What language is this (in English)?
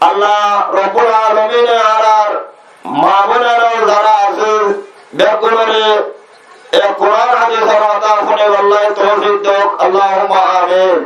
Rohingya